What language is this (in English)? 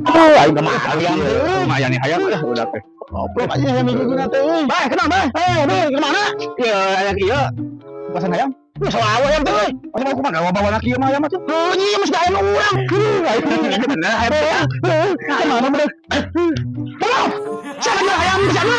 Sundanese